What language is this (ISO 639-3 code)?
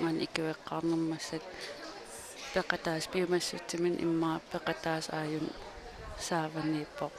kal